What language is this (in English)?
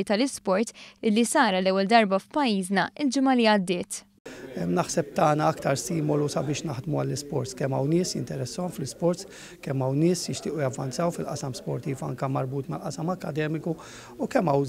Maltese